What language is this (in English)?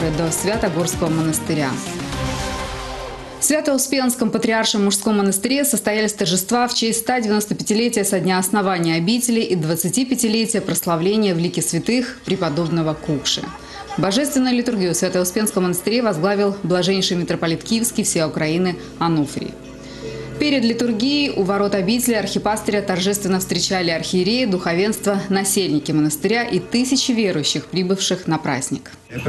Russian